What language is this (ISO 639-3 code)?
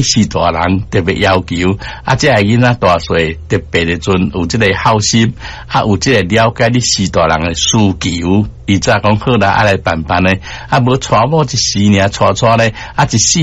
nan